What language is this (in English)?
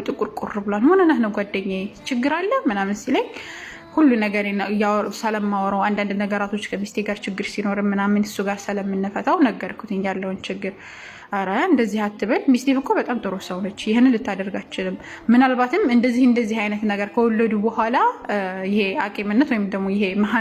Amharic